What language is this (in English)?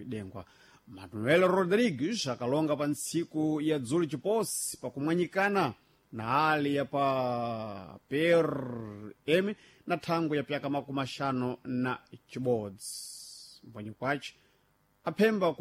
Sena